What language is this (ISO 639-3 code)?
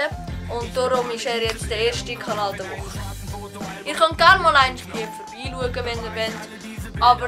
gsw